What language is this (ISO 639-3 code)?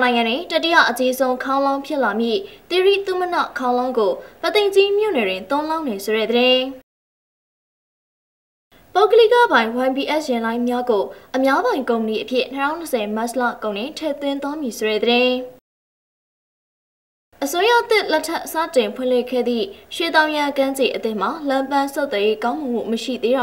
mya